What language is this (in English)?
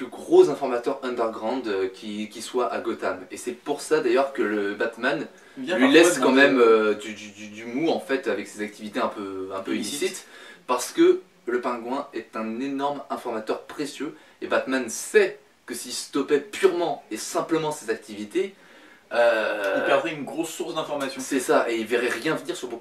French